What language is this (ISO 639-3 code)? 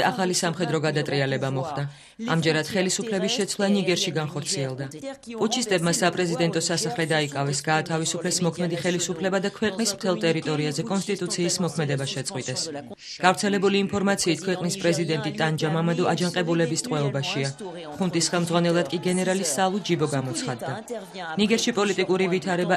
kat